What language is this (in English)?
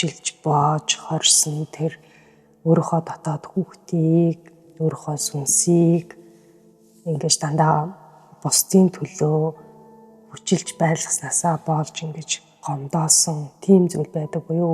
Mongolian